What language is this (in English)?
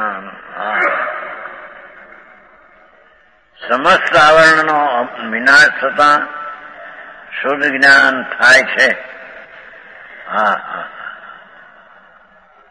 Gujarati